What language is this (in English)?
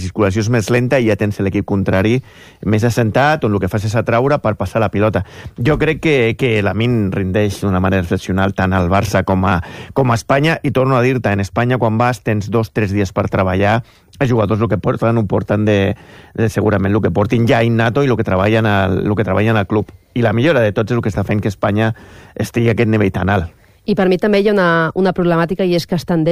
Catalan